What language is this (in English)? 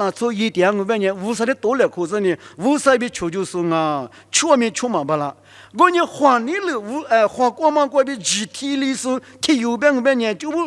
Lisu